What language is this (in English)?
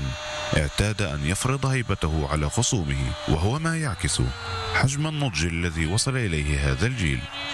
Arabic